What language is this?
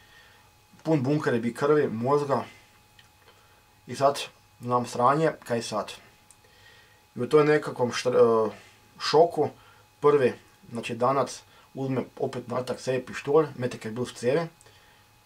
Croatian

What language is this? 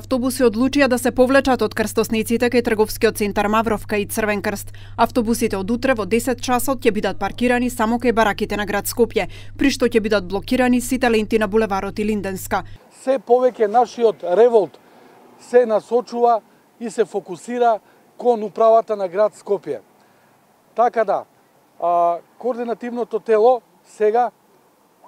Macedonian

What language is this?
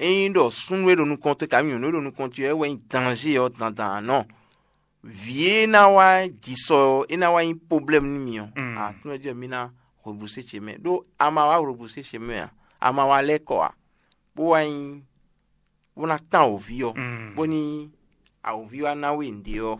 Fon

